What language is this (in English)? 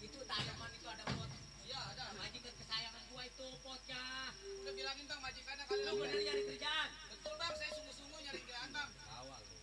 Betawi